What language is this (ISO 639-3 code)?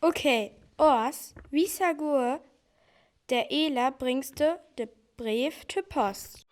frr